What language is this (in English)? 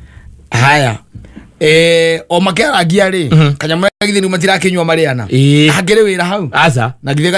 Kikuyu